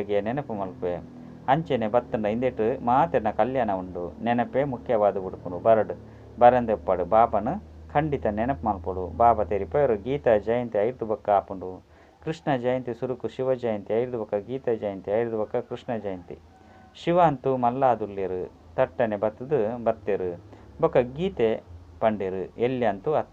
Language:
Tulu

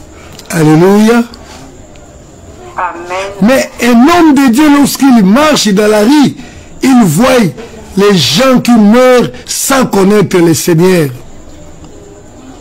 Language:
French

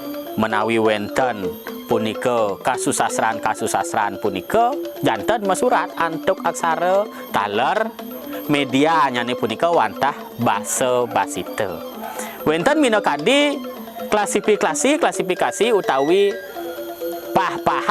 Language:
Balinese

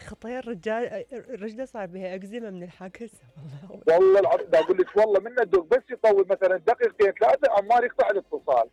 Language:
Mesopotamian Arabic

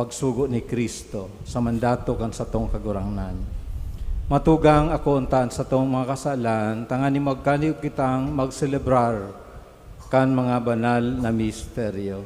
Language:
Bikol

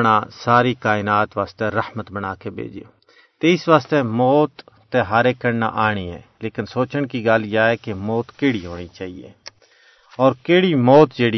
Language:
Gujari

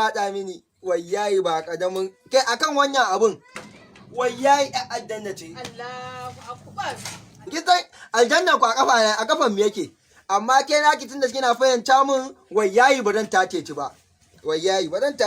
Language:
Hausa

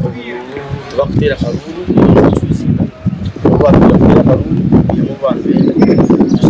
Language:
Nyankole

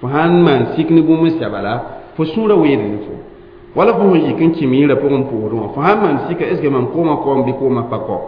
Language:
Mossi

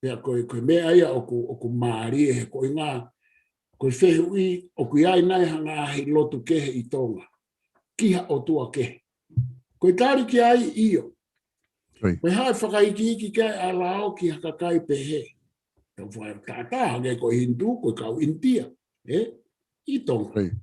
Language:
Tongan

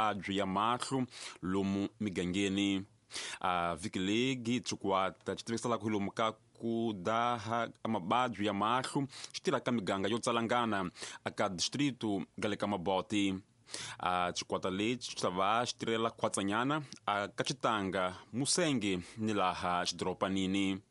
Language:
Tsonga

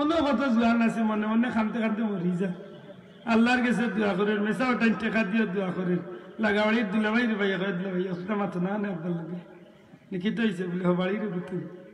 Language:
Sylheti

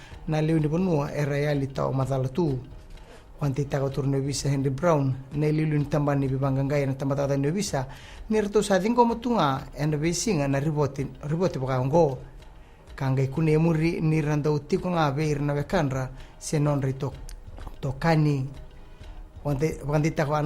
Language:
Fijian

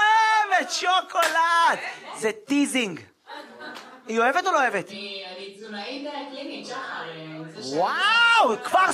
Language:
Hebrew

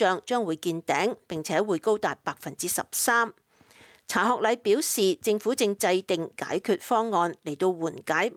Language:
Cantonese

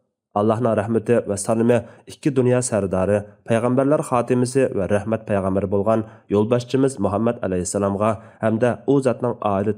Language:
Uyghur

